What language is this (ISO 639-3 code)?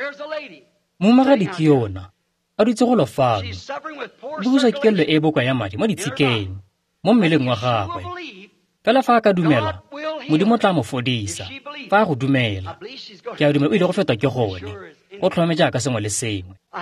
tsn